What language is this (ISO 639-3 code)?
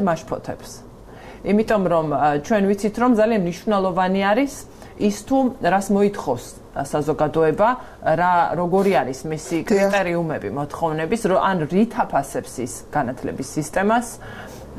kat